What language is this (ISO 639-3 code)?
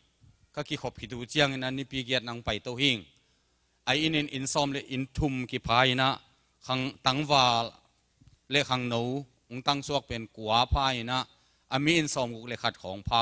ctd